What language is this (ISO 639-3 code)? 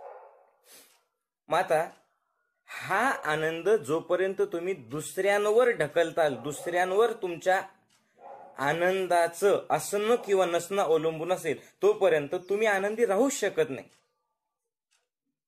mar